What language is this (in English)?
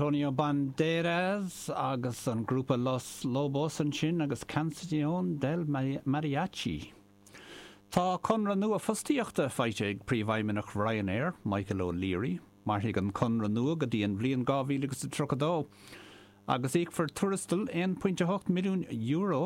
Irish